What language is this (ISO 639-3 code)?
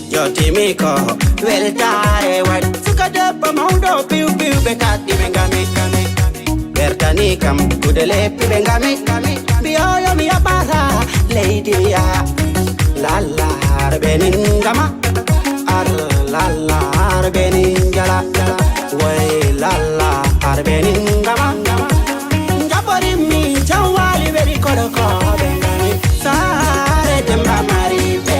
ful